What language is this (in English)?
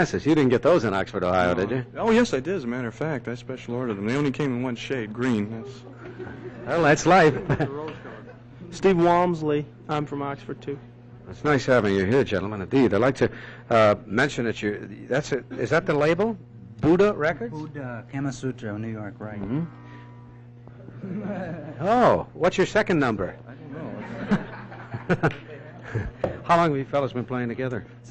English